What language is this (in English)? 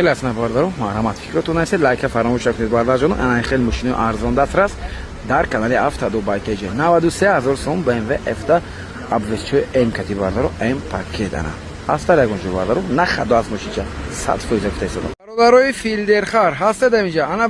Tajik